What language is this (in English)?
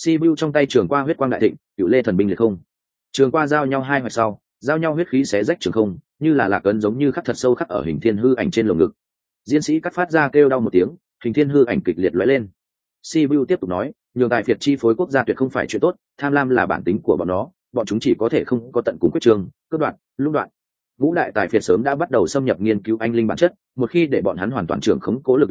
Vietnamese